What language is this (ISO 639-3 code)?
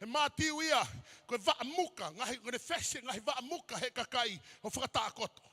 ton